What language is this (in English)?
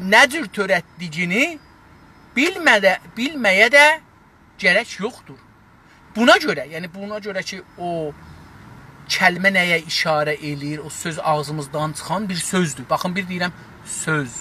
South Azerbaijani